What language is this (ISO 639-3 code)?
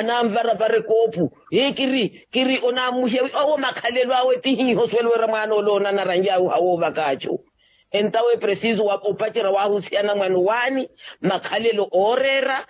vmw